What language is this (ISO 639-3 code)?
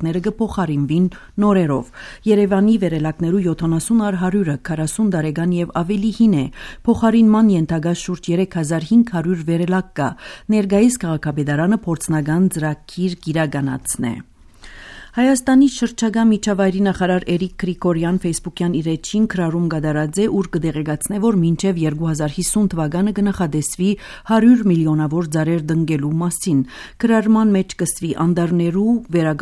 hye